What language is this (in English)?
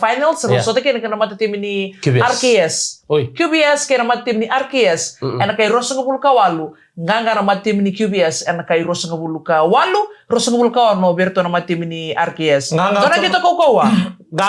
Fijian